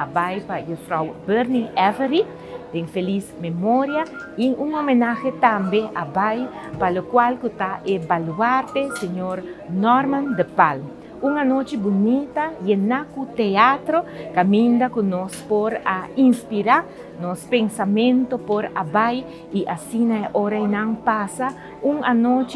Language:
Papiamento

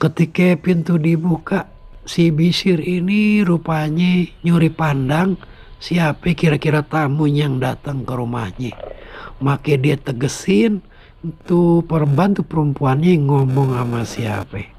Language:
Betawi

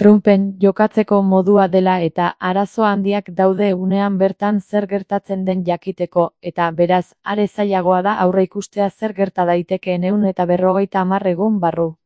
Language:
Basque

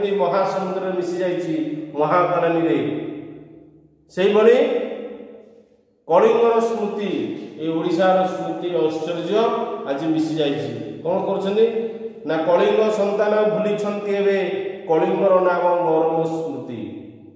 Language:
Odia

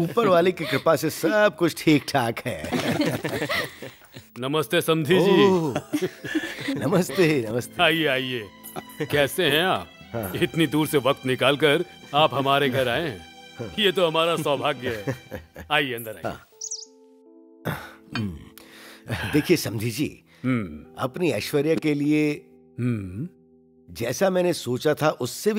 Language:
Hindi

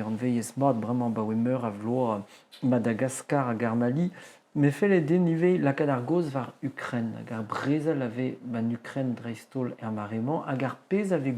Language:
Breton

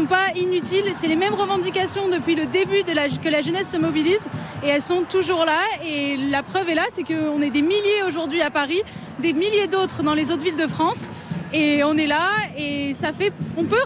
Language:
French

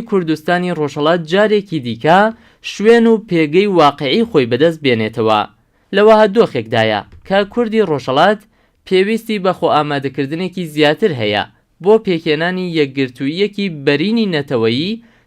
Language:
Central Kurdish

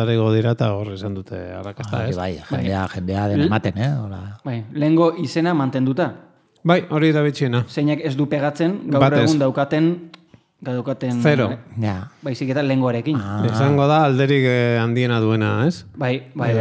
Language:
Basque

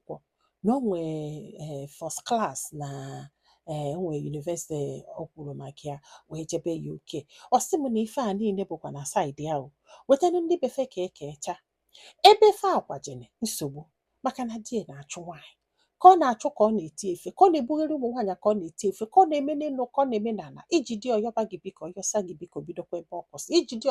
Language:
Igbo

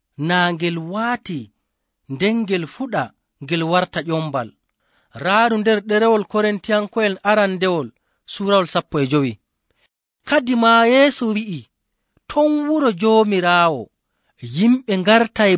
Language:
Nigerian Fulfulde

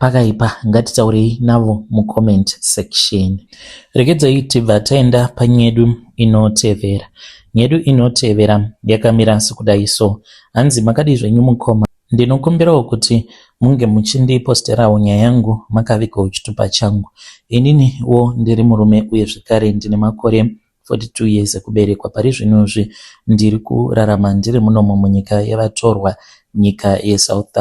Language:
Shona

